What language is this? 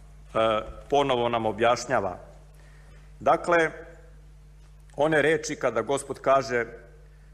Serbian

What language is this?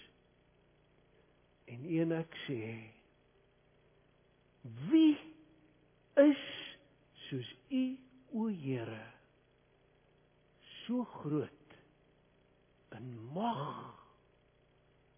Afrikaans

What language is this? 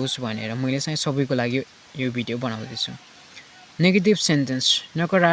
Nepali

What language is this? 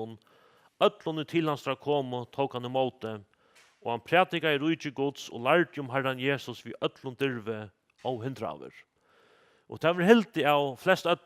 Faroese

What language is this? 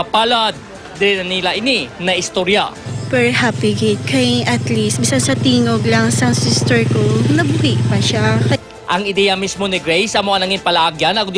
Hiligaynon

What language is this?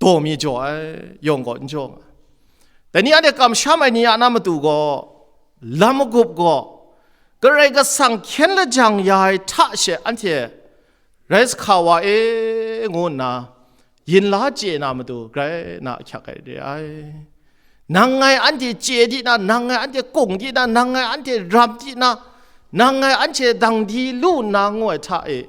Kachin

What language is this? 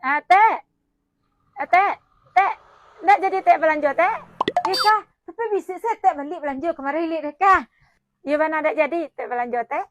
Minangkabau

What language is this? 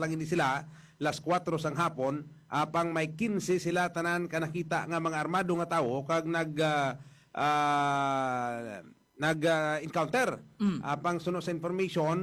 Hiligaynon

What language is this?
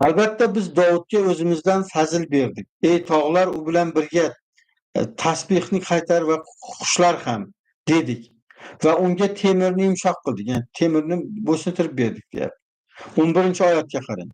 Uzbek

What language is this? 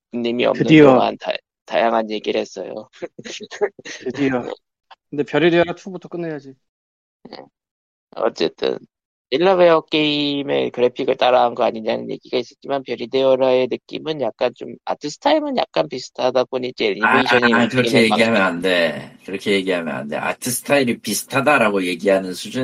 Korean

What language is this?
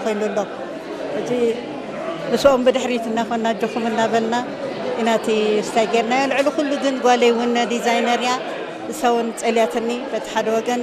Tigrinya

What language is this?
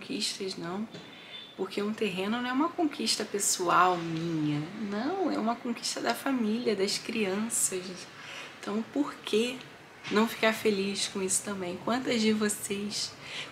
Portuguese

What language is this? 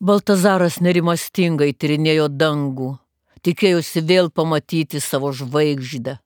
Lithuanian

